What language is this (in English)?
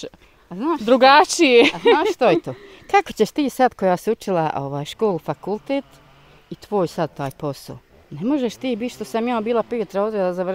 Bosnian